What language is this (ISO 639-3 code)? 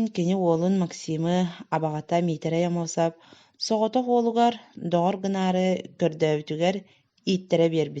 sah